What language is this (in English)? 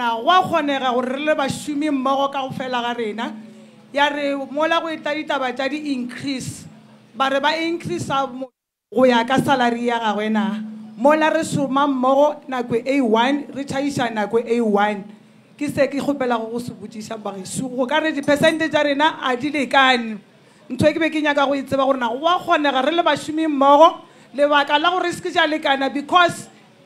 Northern Sotho